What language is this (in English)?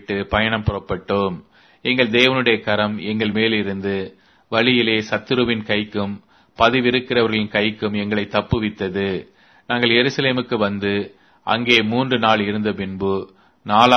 Tamil